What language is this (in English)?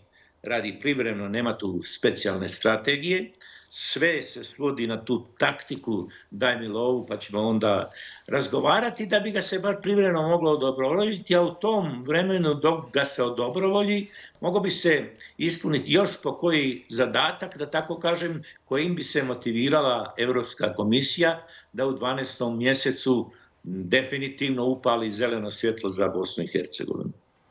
Bosnian